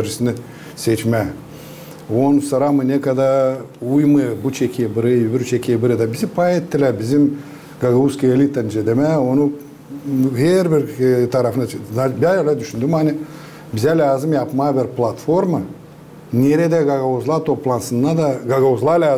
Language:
Gagauz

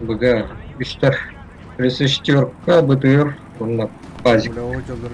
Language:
Yakut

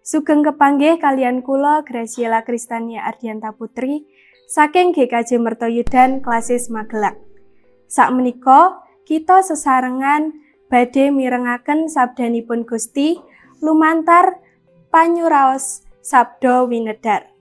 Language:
Javanese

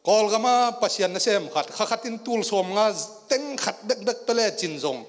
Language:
Tedim Chin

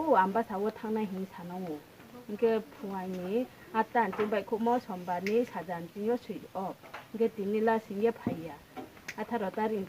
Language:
Riang (India)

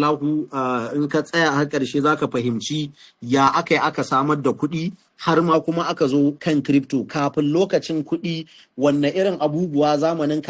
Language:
Hausa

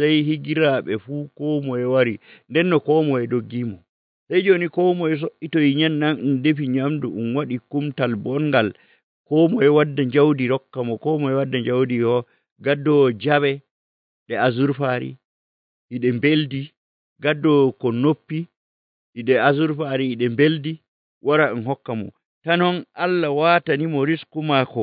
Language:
Nigerian Fulfulde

